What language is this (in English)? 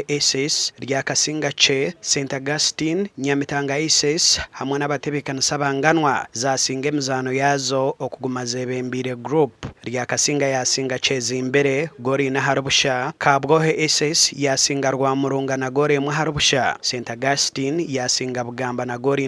Nyankole